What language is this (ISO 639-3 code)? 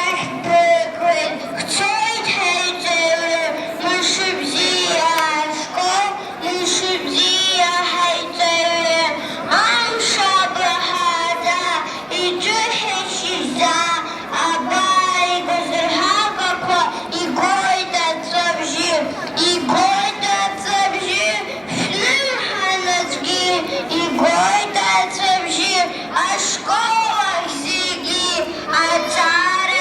abk